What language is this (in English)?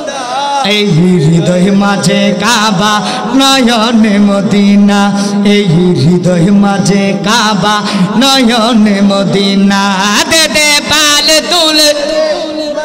Bangla